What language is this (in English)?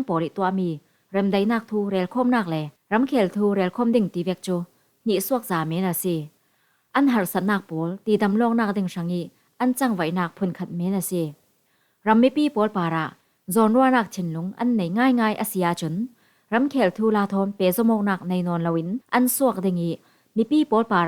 Falam Chin